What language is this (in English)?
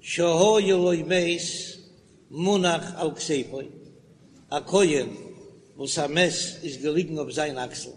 Yiddish